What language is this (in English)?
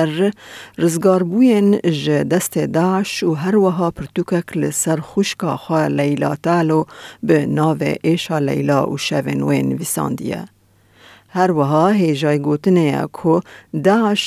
Kurdish